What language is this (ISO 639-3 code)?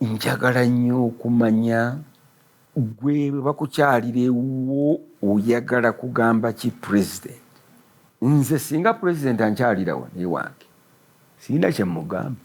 lug